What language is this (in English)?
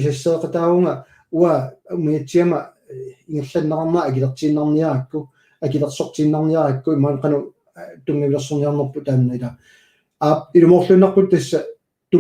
Kalaallisut